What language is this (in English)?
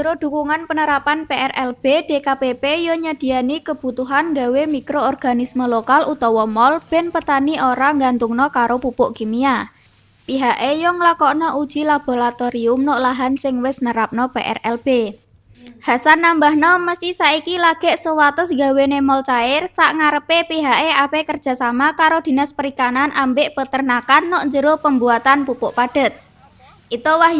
Javanese